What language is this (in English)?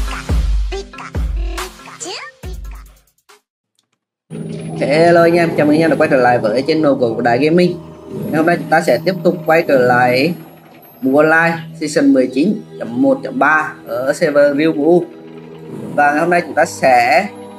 Vietnamese